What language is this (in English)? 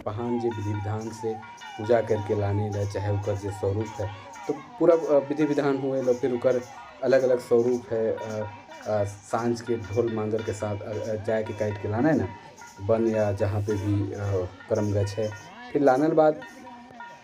Sadri